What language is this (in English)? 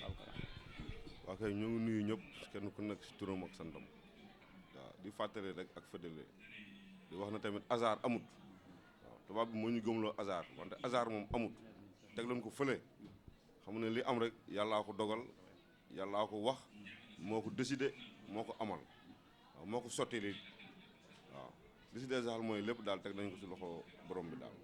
Wolof